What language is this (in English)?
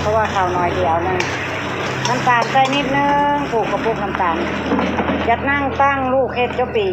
Northeastern Thai